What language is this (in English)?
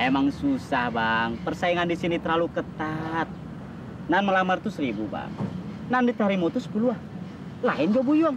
Betawi